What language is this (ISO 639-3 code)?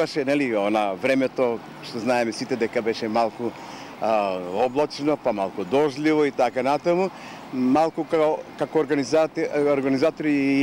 mkd